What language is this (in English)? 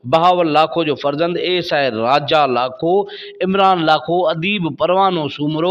Sindhi